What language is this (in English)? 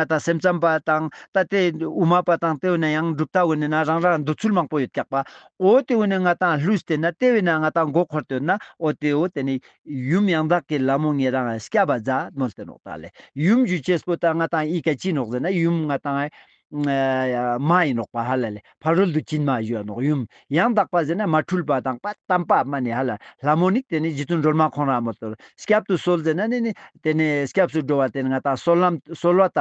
Ladakhi